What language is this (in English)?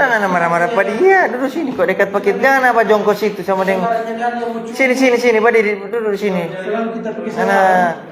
Manado Malay